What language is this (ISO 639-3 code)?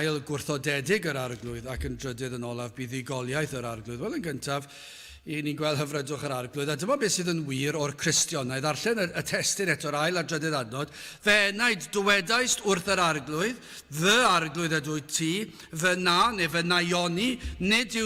cym